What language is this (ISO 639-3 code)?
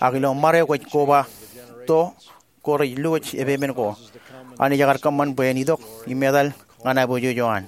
mah